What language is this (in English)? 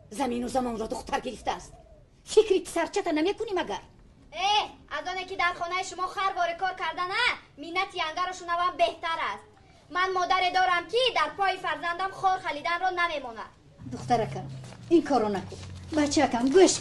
Tajik